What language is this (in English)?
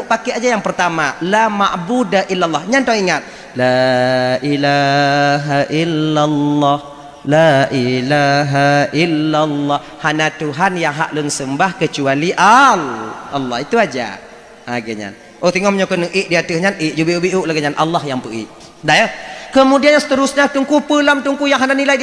Achinese